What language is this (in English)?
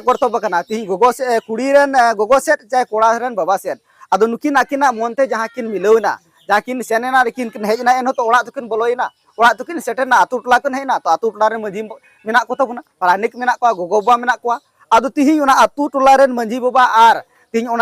Santali